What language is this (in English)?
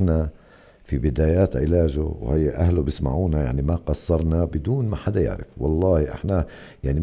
North Levantine Arabic